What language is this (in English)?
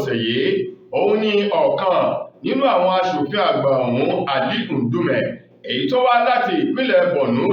Yoruba